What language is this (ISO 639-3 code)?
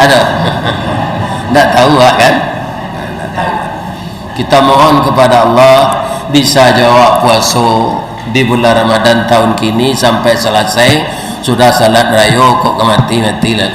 min